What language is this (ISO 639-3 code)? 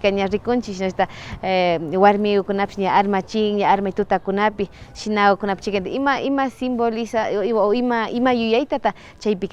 qvi